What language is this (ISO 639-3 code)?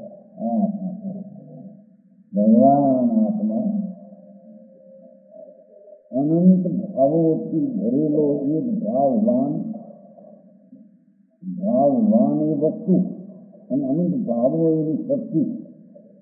guj